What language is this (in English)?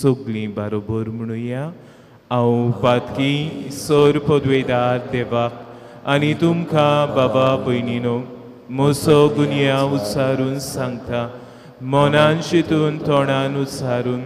Konkani